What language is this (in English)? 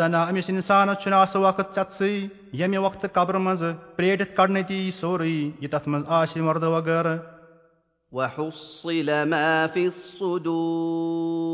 Kashmiri